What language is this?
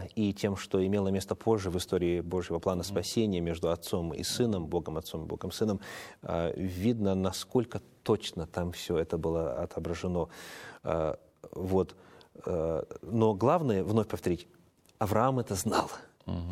Russian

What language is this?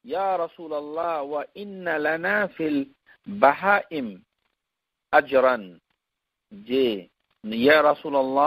Bangla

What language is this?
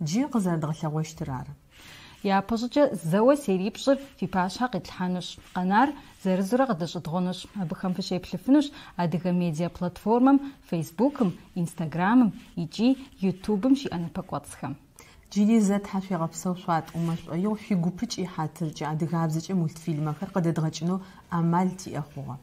Kabardian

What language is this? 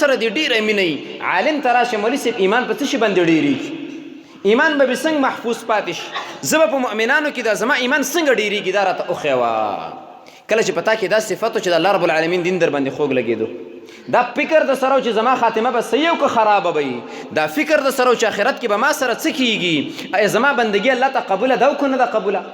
Pashto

